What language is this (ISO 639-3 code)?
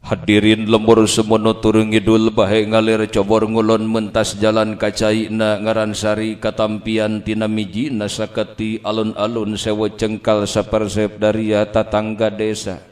sun